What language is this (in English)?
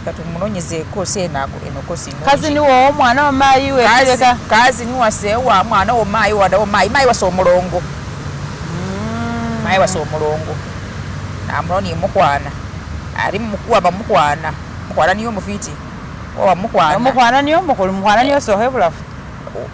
Masaaba